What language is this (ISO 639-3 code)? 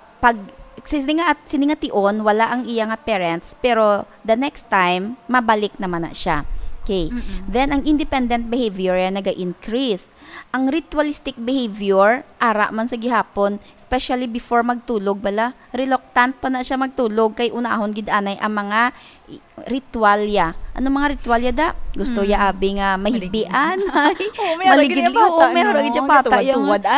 hil